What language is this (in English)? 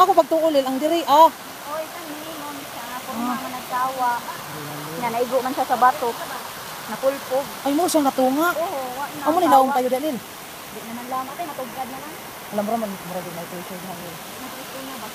Cebuano